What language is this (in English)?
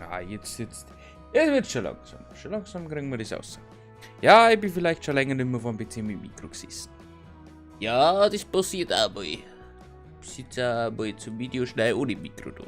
Bavarian